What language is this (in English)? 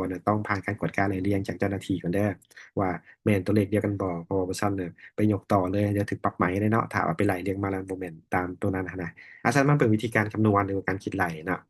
Lao